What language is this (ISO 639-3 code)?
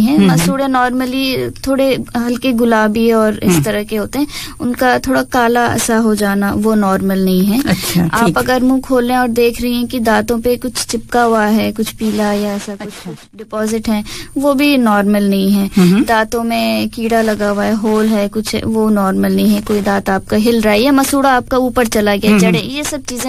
urd